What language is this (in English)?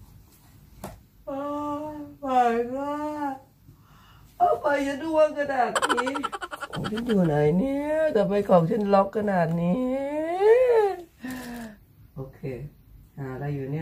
Thai